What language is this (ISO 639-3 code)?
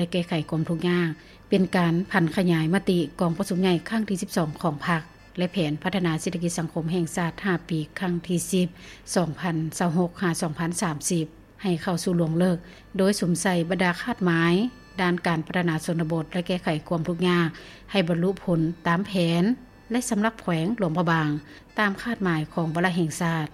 lao